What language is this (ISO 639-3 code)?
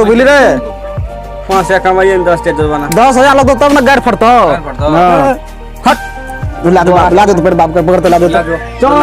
mai